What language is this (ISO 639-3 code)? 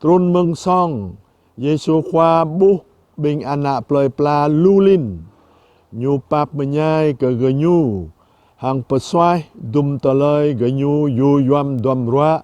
jra